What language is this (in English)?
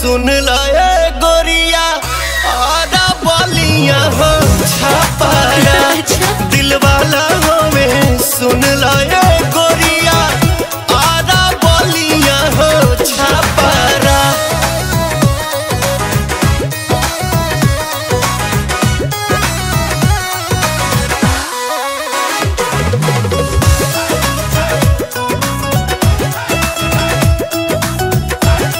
Bhojpuri